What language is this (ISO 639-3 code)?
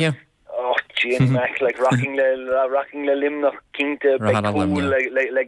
gle